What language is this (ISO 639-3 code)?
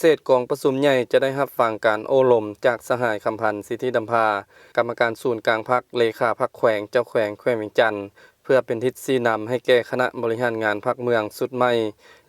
lao